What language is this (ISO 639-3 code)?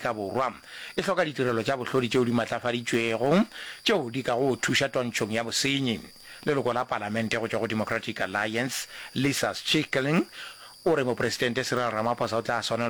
nso